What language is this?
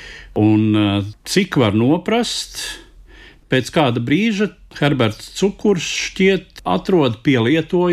Latvian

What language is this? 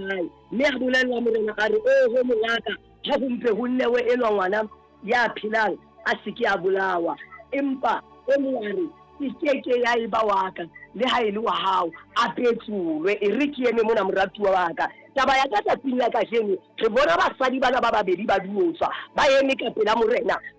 Southern Sotho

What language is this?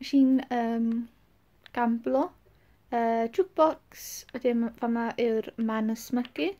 Welsh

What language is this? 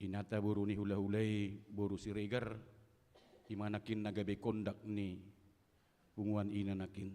Batak Toba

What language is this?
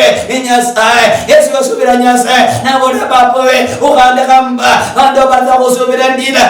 Luyia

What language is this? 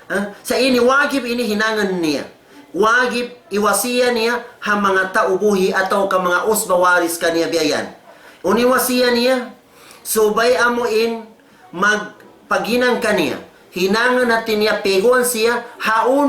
Tausug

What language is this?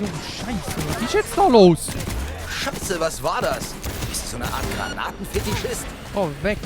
Swiss German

